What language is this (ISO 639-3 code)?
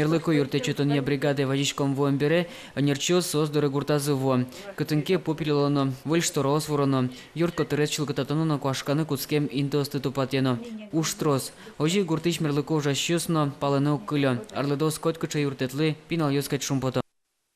udm